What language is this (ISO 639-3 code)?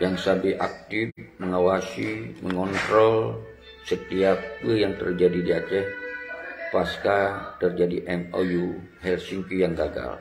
ace